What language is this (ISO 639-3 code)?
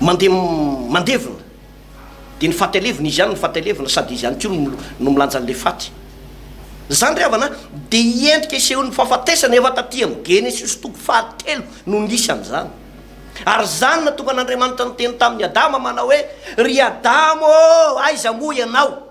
mlg